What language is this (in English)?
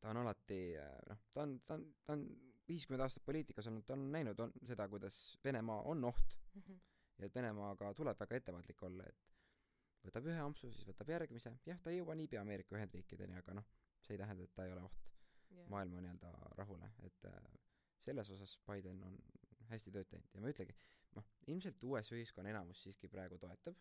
Estonian